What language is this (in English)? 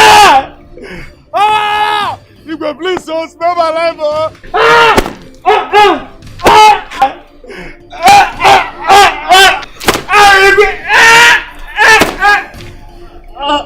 Nigerian Pidgin